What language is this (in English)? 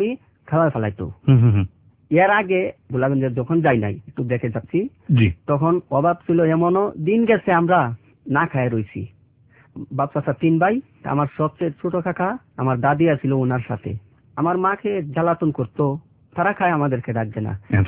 Bangla